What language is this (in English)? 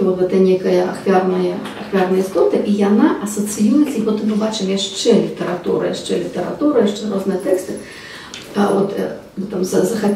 Belarusian